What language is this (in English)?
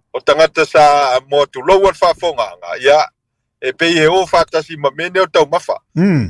Samoan